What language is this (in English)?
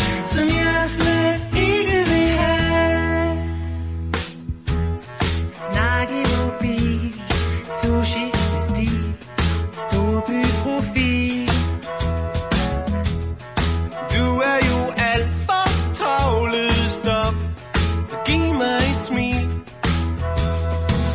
Danish